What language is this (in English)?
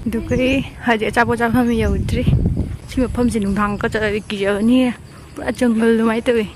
Manipuri